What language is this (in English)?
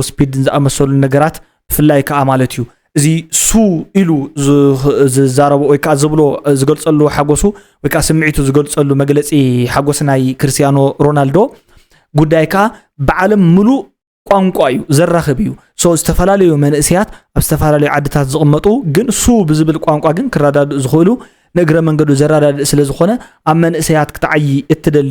Tigrinya